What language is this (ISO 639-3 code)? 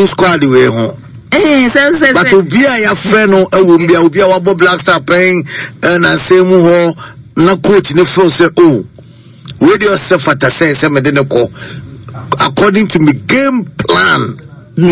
aka